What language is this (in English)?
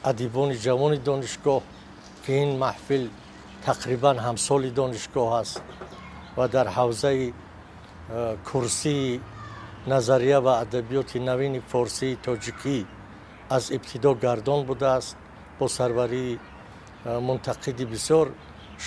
Tajik